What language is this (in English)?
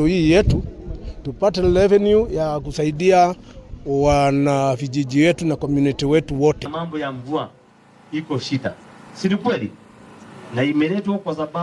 Meru